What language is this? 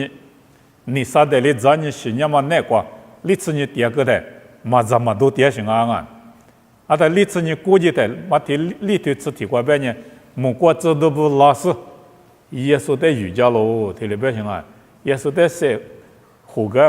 Lisu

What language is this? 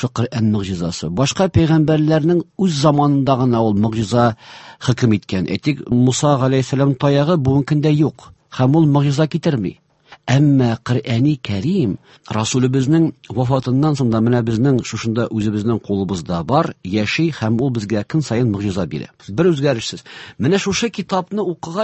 Tatar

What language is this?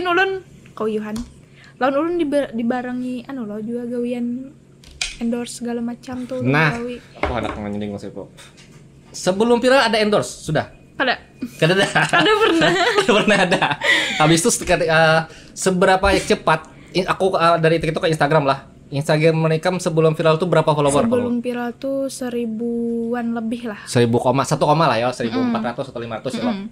Banjar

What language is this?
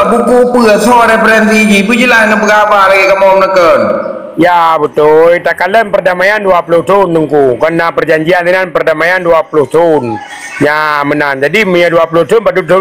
Achinese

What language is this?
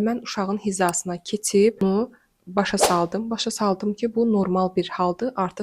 Azerbaijani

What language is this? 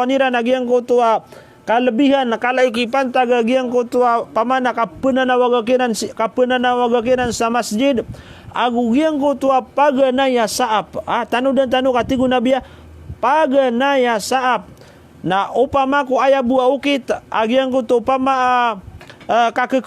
Maranao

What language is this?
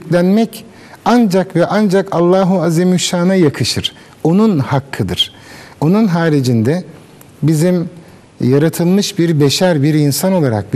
Turkish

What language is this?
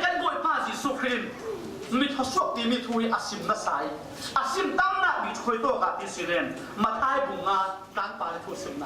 Falam Chin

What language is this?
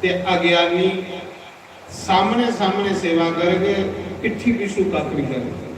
Dogri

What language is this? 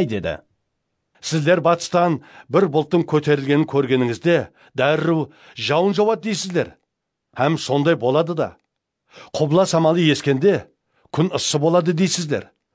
Kara-Kalpak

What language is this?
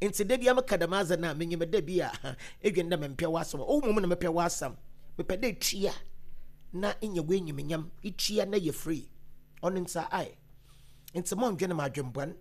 Akan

